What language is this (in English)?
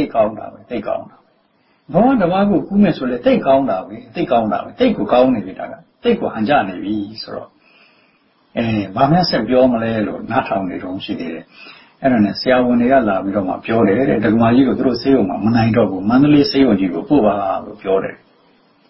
Burmese